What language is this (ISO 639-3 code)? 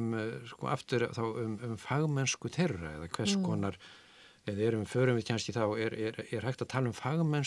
isl